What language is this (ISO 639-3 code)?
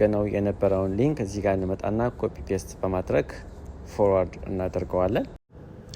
amh